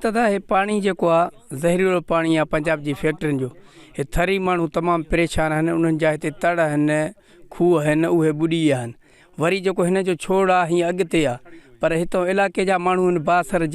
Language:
Sindhi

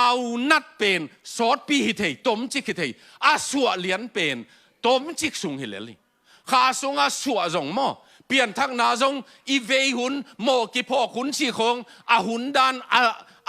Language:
Tedim Chin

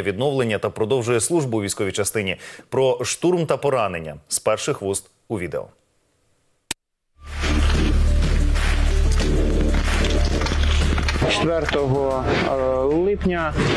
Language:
Ukrainian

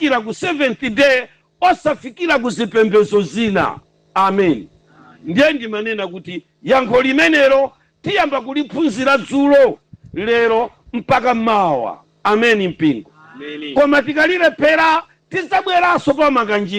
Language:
Nyanja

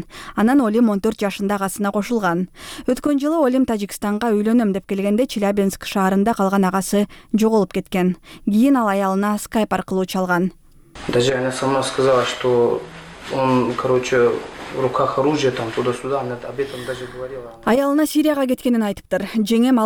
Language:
Kyrgyz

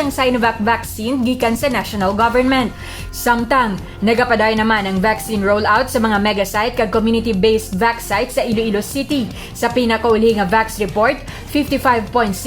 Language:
Hiligaynon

